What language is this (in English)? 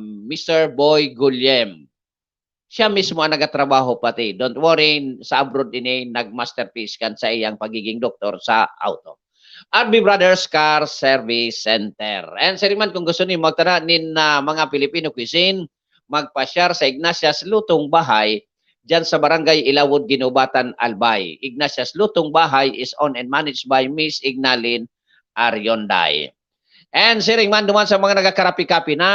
Bikol